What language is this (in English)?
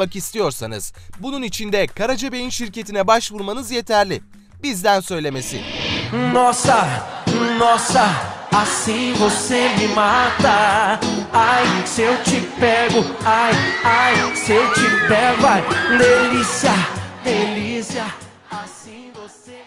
Turkish